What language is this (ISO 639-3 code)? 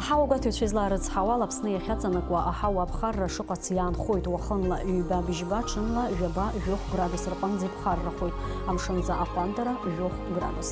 abk